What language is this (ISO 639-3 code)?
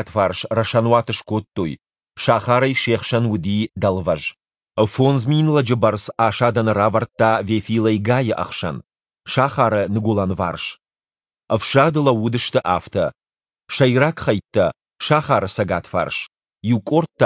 oss